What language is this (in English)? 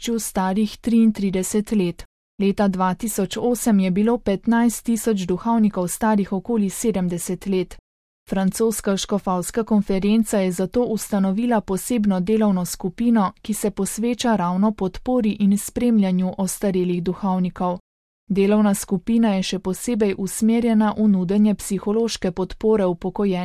Slovenian